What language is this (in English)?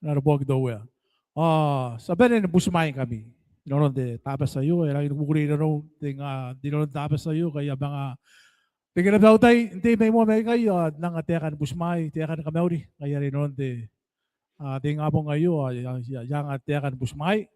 Gilbertese